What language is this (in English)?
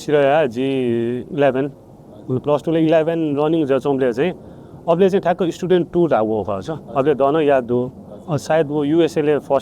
Newari